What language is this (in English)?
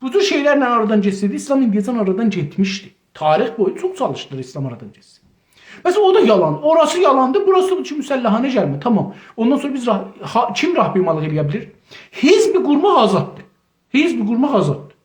South Azerbaijani